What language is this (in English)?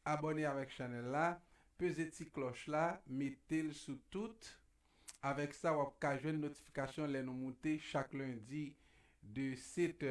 Haitian Creole